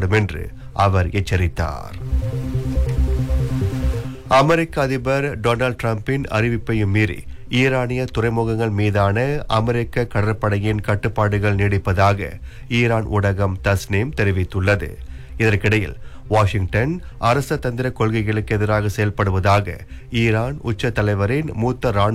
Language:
Tamil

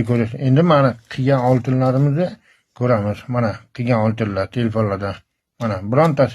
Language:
Uzbek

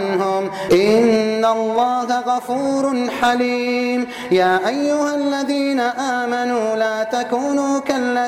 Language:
Arabic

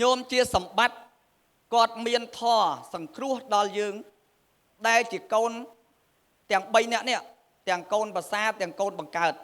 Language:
Khmer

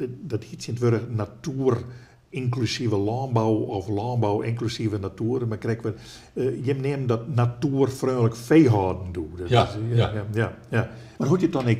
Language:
Western Frisian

